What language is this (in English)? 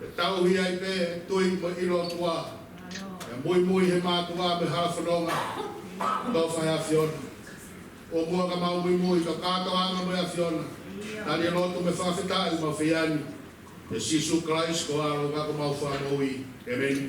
Tongan